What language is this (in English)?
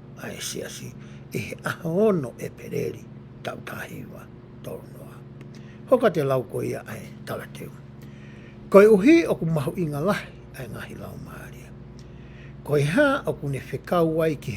Tongan